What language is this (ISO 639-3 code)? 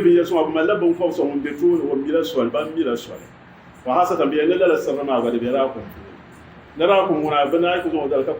dag